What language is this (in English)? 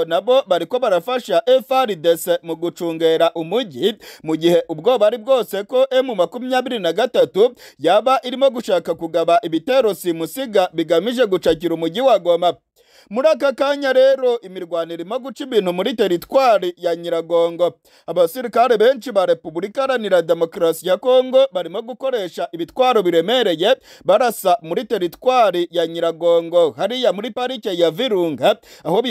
Kinyarwanda